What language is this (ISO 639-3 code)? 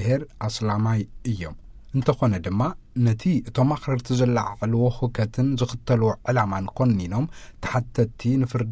tir